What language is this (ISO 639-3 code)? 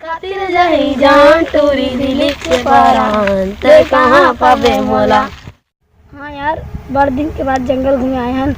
hne